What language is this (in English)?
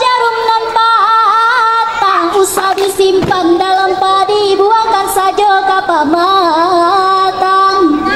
Minangkabau